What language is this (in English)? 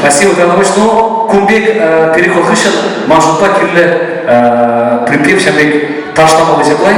Chuvash